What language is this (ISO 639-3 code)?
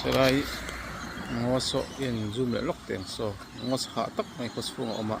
lus